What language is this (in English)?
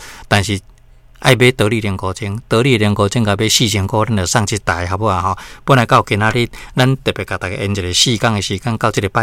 Min Nan Chinese